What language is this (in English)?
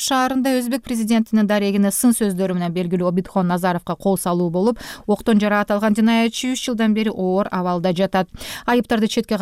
Kyrgyz